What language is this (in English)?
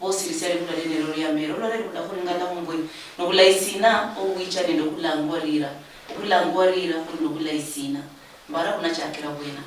Luyia